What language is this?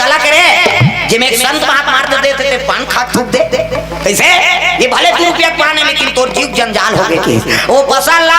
Chhattisgarhi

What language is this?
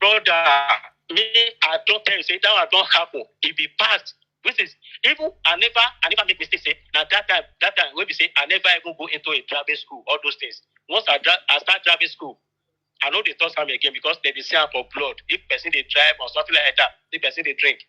Nigerian Pidgin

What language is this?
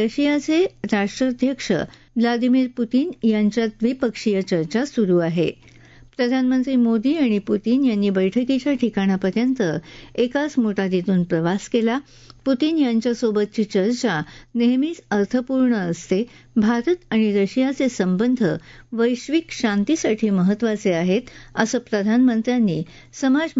Marathi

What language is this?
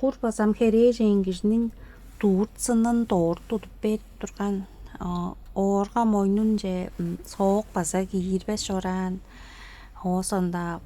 Tuvinian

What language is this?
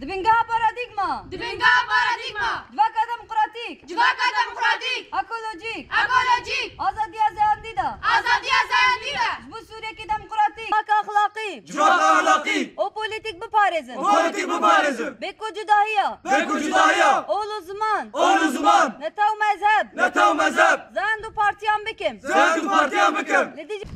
Kurdish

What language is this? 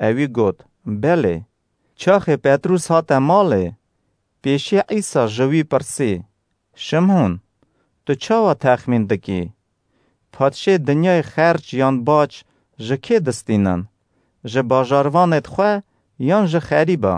Kurdish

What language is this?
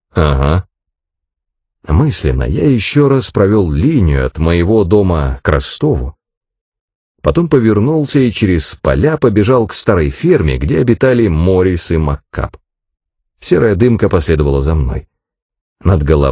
Russian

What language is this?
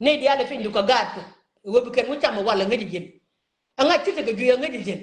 Nuer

